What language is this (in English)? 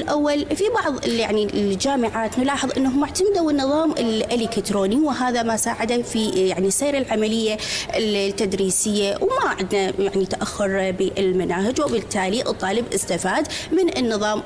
Mesopotamian Arabic